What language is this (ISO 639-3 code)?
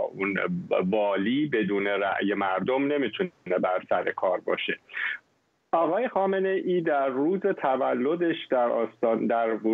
fas